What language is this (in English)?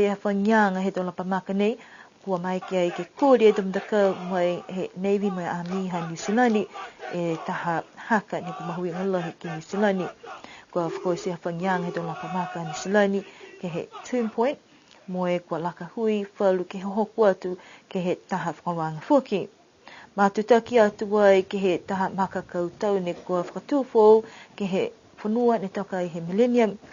Niuean